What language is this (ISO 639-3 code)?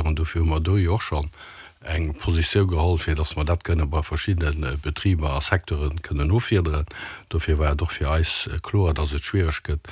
ltz